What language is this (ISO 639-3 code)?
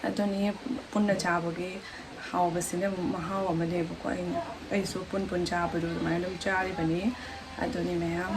mni